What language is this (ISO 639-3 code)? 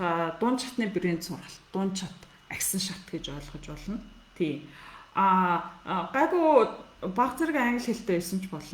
mon